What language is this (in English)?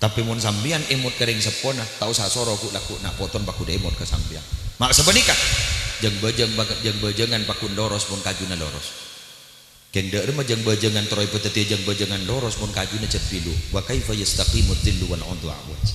Madurese